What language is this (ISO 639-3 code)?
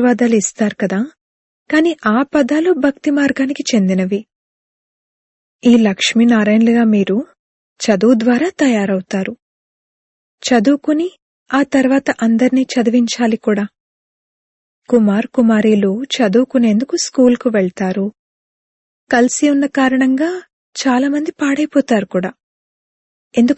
tel